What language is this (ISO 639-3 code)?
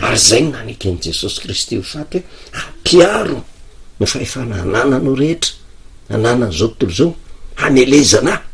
mlg